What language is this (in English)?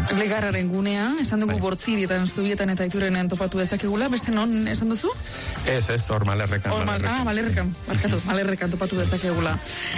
Basque